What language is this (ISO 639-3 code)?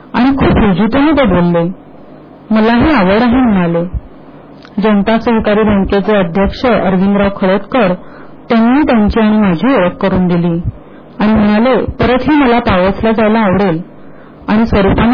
mar